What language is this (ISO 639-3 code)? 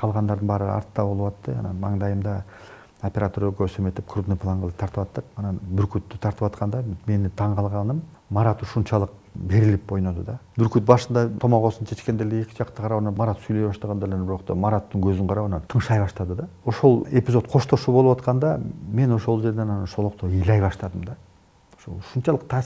kir